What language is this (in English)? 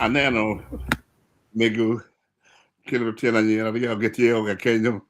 Acoli